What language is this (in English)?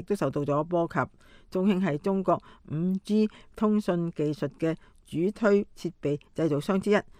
Cantonese